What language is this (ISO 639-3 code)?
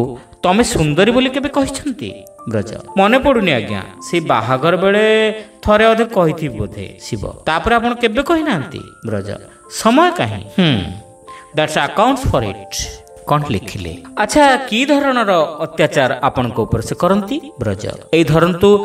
ori